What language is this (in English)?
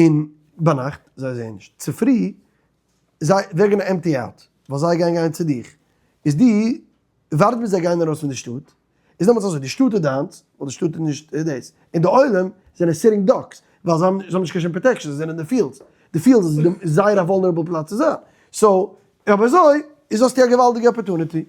Yiddish